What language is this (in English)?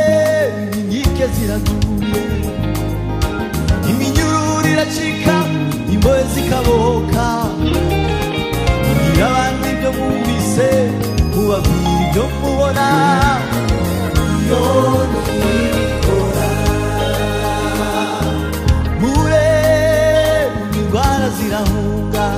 Kinyarwanda